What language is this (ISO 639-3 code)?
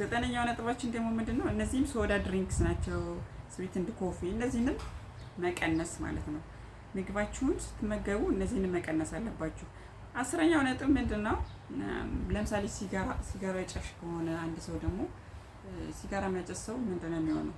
amh